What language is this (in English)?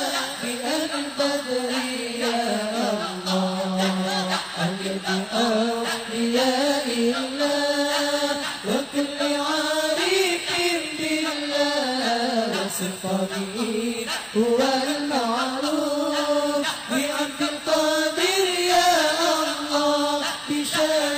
Arabic